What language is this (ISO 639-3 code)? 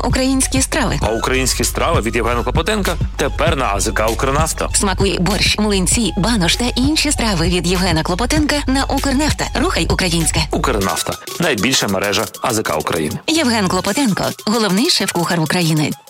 ukr